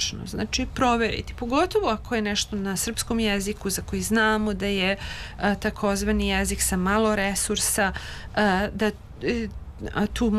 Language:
Serbian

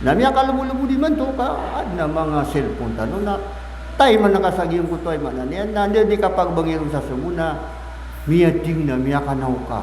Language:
Maranao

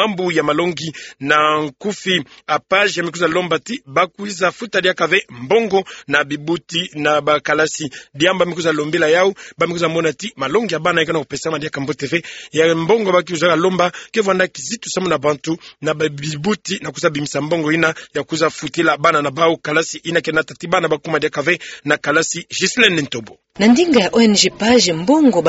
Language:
Kituba (Democratic Republic of Congo)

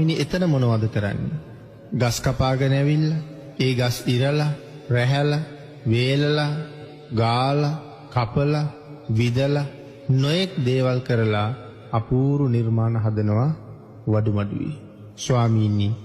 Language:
Sinhala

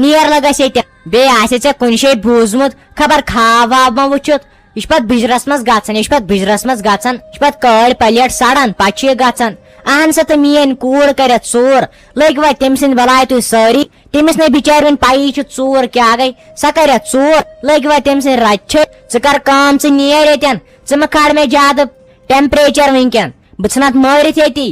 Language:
Kashmiri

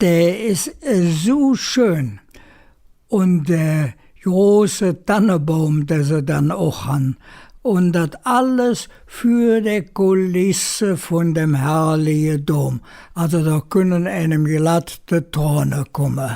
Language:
Colognian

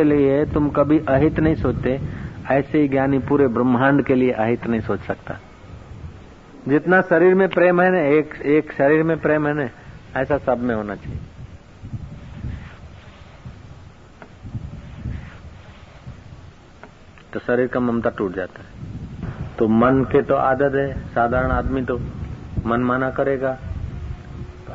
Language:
Hindi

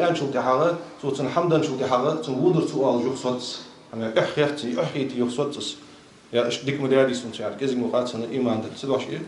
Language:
Ingush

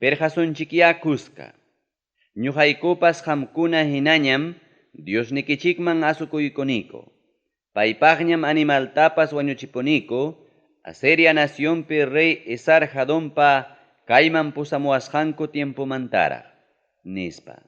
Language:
Ayacucho Quechua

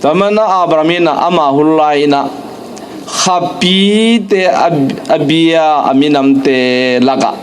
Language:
Tedim Chin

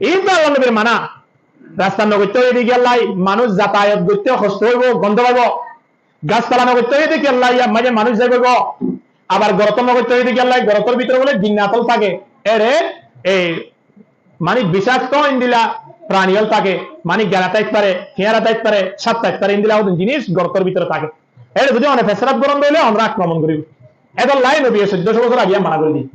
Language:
Rohingya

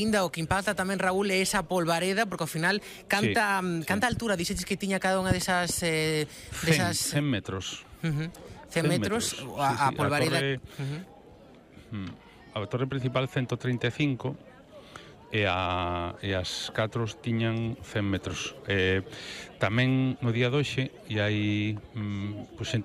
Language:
Galician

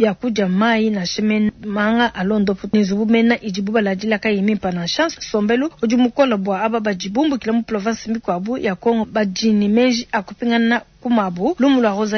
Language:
Luba-Lulua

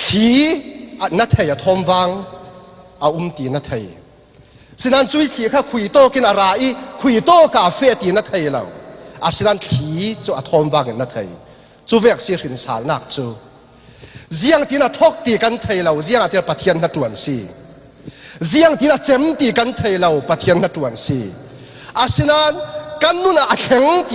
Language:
Falam Chin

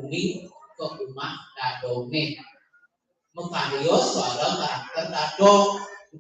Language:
Balinese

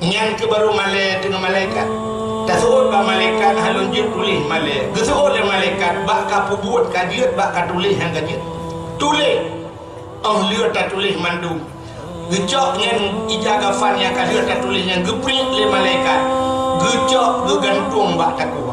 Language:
Achinese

